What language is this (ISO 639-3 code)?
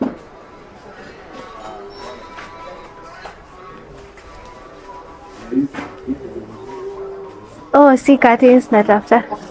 swa